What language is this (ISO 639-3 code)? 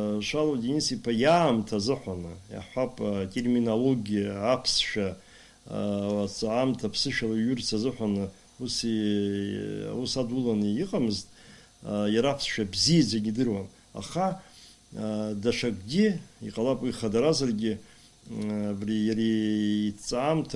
abk